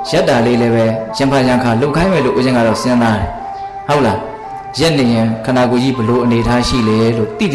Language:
Burmese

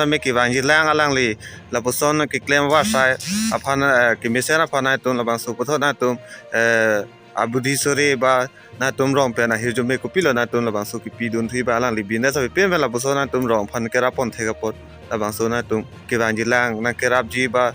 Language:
Karbi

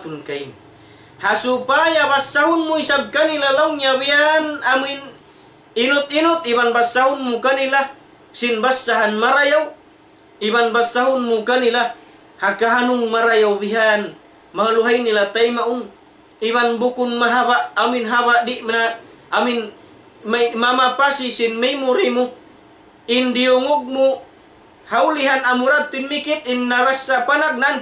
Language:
Tausug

